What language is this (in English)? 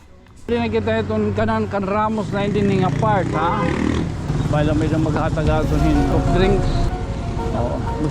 Waray